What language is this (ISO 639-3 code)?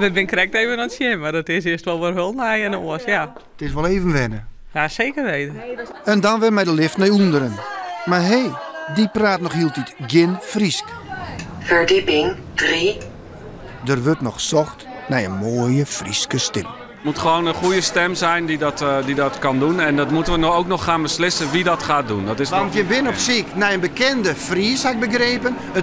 fry